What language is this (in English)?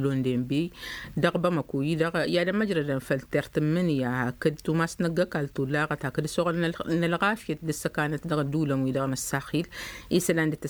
Tamasheq